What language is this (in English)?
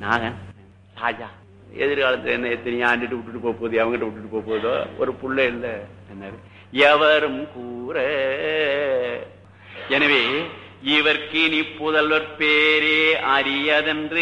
Tamil